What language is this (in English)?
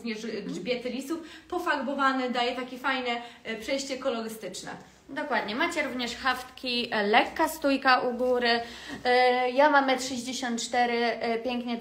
Polish